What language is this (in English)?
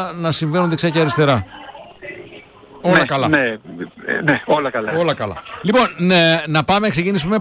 Greek